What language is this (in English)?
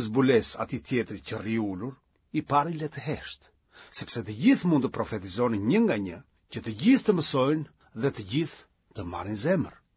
Albanian